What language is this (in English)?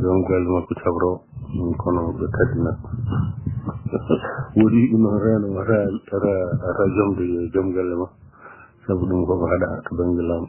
Fula